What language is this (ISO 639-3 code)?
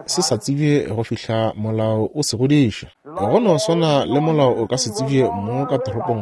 nso